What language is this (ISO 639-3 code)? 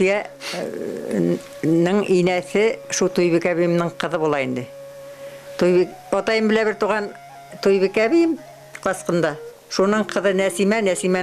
bak